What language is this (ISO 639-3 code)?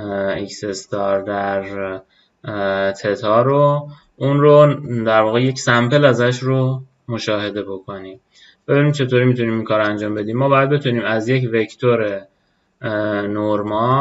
fas